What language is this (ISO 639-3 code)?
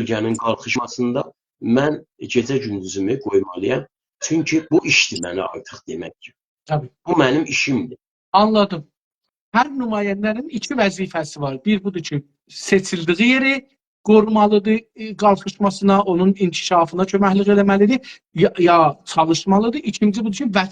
azb